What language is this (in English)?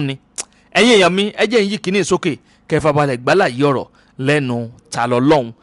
Yoruba